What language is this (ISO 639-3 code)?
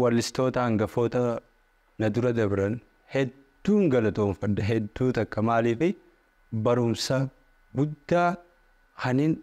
orm